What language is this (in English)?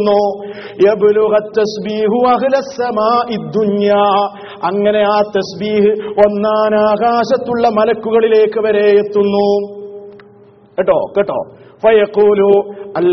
Malayalam